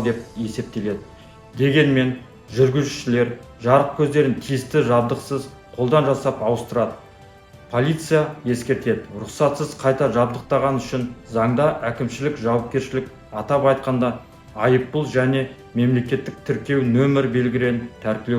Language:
Kazakh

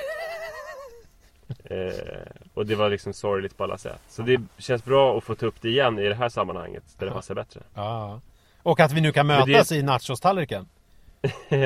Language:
Swedish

